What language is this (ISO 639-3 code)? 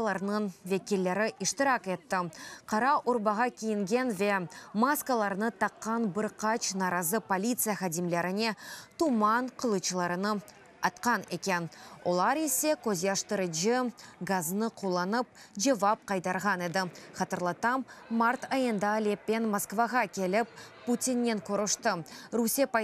crh